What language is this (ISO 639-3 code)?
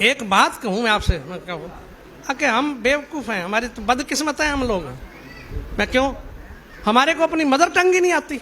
skr